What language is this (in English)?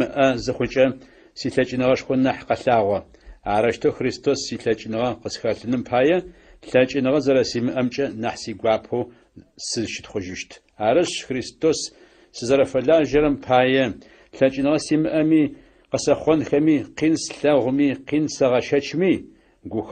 Adyghe